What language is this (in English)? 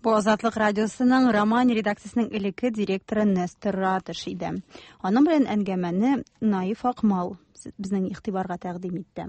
Tatar